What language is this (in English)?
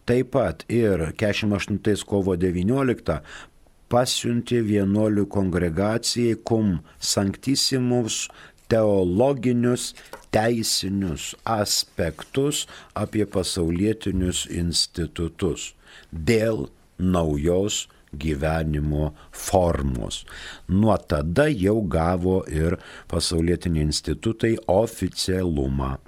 Lithuanian